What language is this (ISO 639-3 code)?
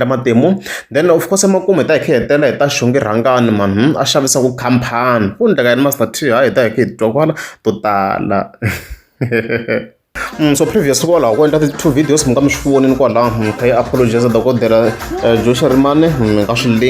tso